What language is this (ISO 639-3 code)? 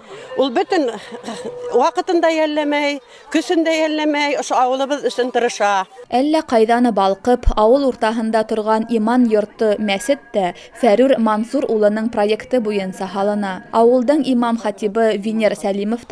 bak